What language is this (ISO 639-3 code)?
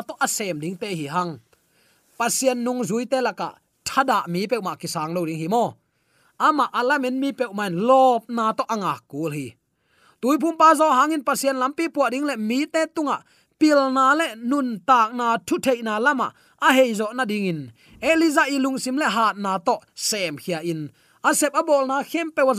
ctd